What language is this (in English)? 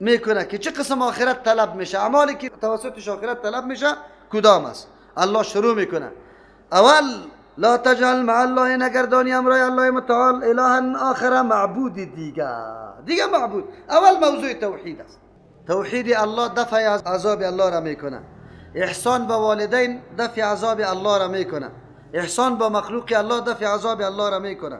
Persian